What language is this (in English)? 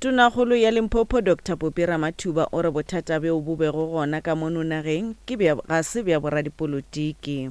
Northern Sotho